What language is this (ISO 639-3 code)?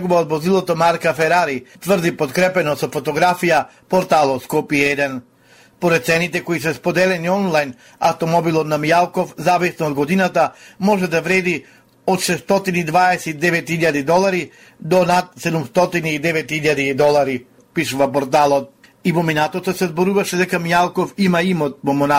mkd